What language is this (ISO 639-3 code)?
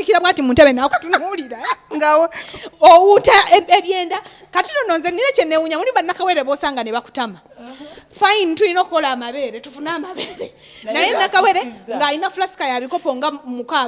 lug